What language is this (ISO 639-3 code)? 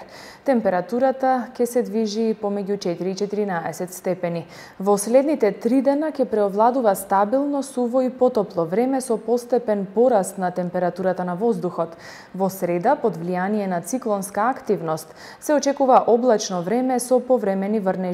mkd